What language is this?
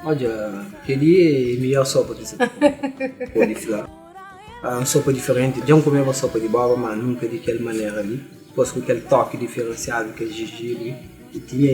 Kabuverdianu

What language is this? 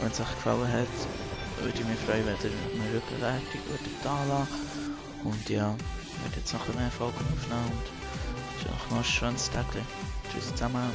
Swiss German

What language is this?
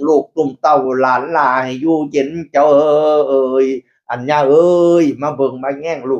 Northeastern Thai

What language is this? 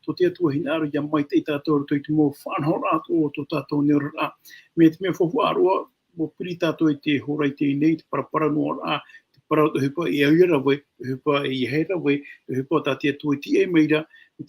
Tahitian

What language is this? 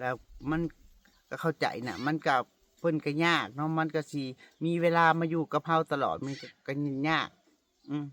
Northeastern Thai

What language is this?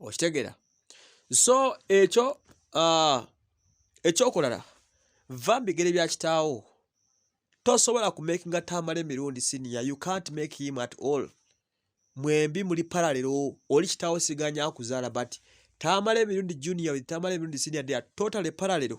Ganda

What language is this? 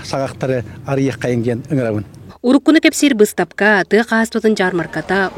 Yakut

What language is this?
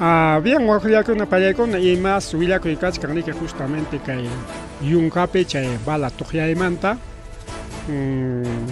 Ayacucho Quechua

